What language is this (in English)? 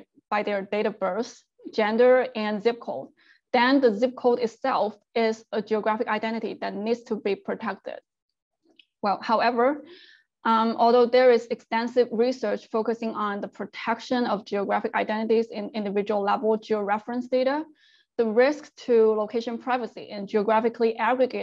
English